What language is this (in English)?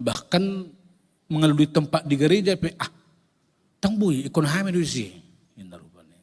Batak Toba